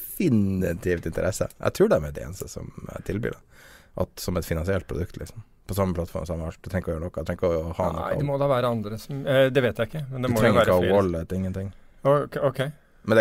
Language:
Norwegian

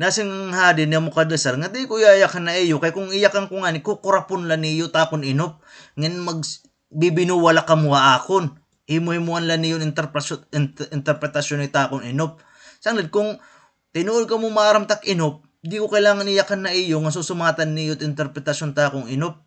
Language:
Waray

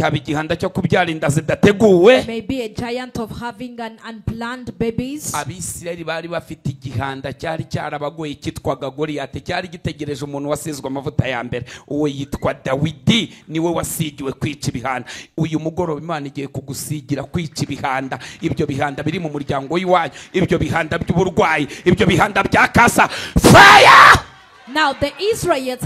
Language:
Kinyarwanda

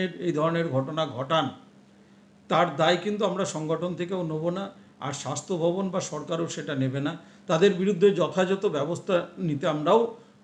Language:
Bangla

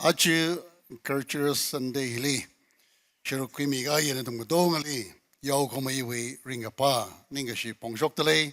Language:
Tangkhul Naga (India)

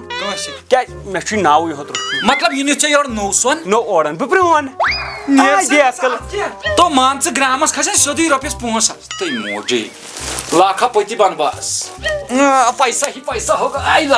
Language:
Kashmiri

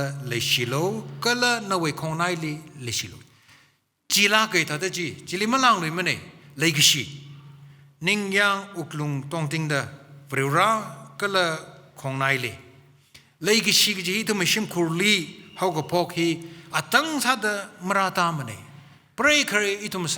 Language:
Tangkhul Naga (India)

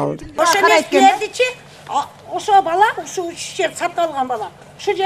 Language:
Kyrgyz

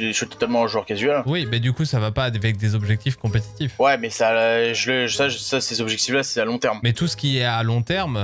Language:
French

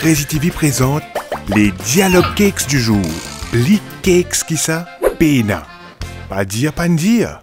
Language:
Morisyen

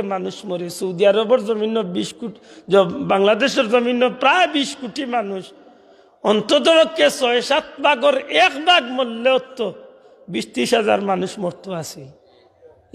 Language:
Sylheti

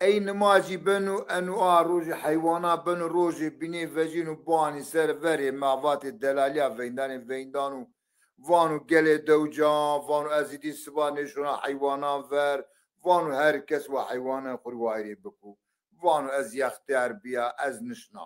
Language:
Zaza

